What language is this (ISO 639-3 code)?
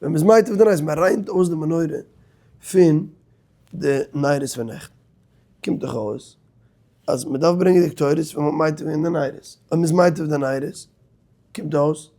yid